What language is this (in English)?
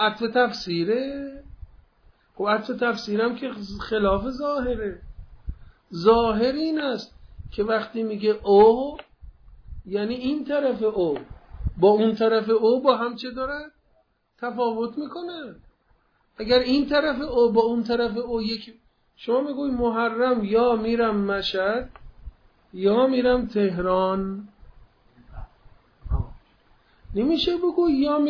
Persian